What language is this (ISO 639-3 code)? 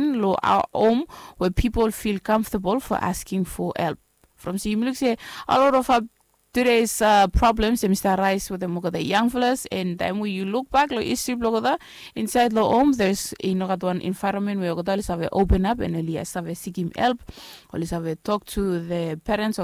bis